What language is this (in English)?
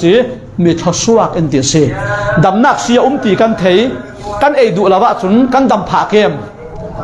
Falam Chin